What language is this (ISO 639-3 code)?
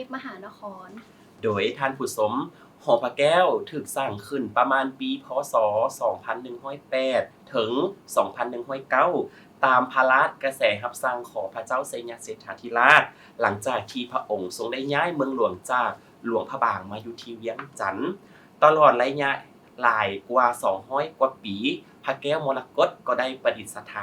lao